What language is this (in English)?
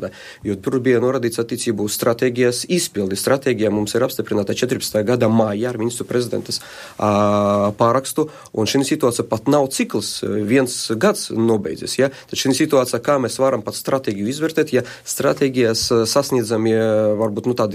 Latvian